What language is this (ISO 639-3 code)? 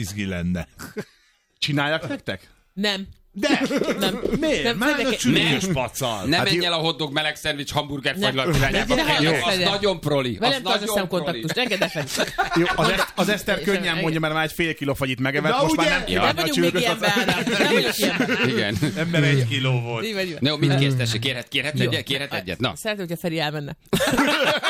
hun